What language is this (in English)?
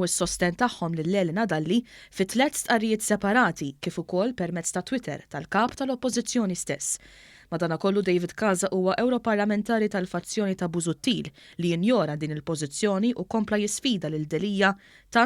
Maltese